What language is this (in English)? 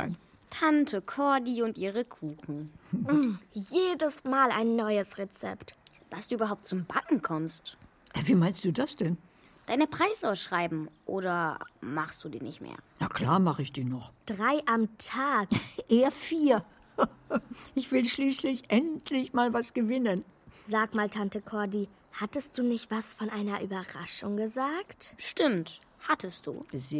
German